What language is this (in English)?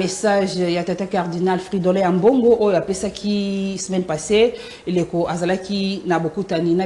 Lingala